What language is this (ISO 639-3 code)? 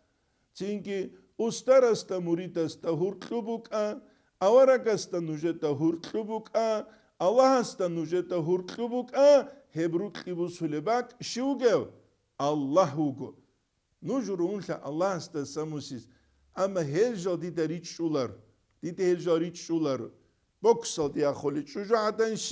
ava